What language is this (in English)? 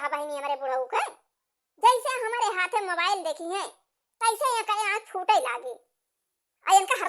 Awadhi